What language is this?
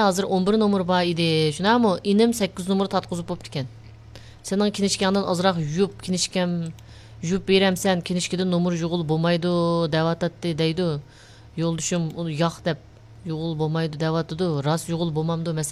Uyghur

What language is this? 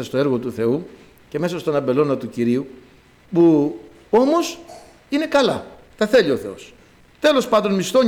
Greek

